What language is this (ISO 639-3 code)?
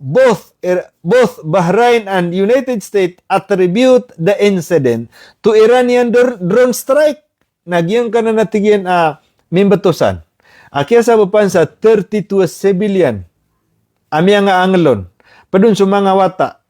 mrw